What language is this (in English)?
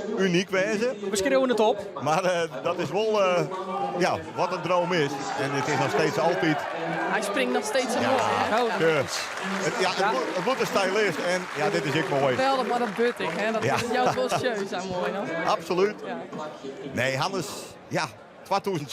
Western Frisian